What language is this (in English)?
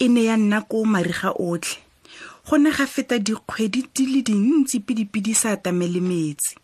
Tswana